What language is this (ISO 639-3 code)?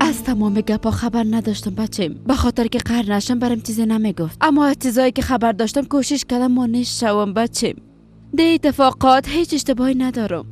fas